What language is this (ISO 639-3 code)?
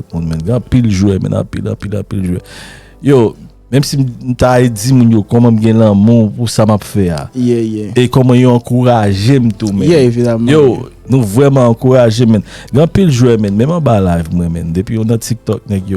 hat